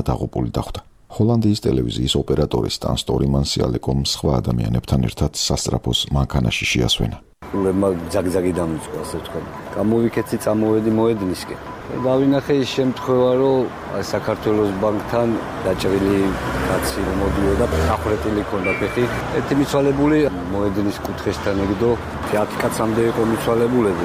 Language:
Georgian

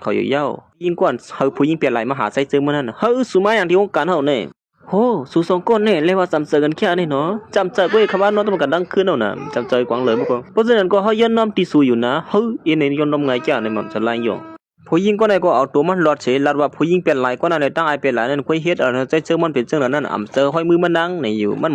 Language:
Shan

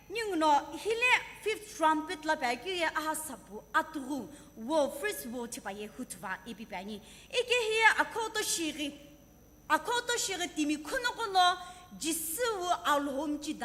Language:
Sumi Naga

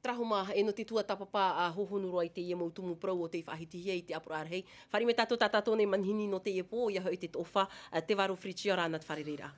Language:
Tahitian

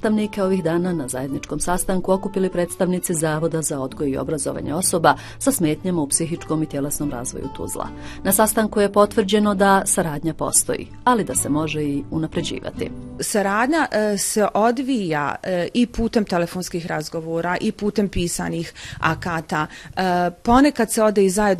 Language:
Bosnian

